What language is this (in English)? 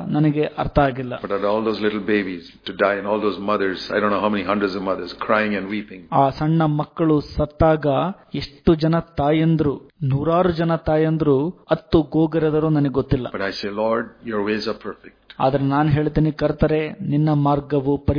Kannada